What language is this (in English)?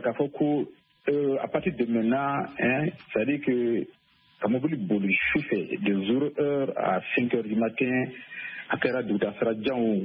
Bambara